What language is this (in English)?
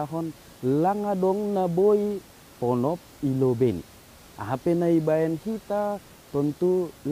Batak Simalungun